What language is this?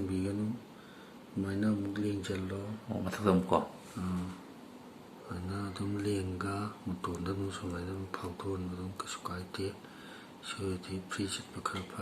Manipuri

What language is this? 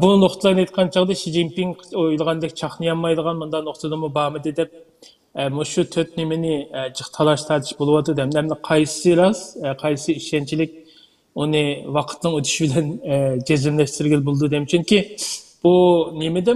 Uyghur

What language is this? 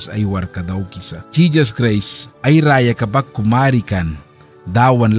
Mískito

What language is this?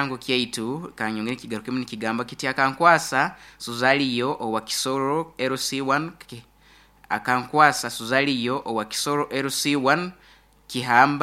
Nyoro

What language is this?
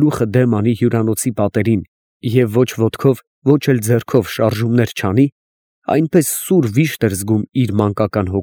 Armenian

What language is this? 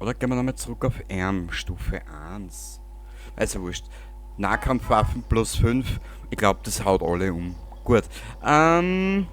Bavarian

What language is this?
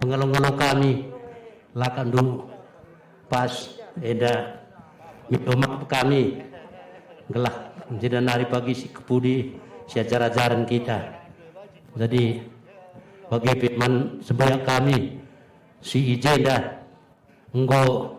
Batak Karo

